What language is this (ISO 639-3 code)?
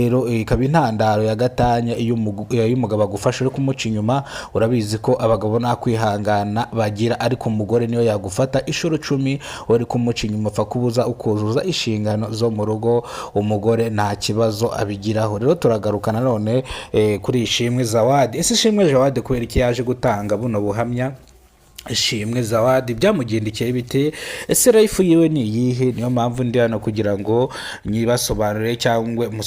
kin